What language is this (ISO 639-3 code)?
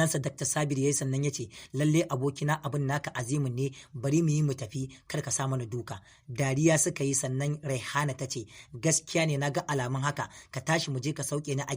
hau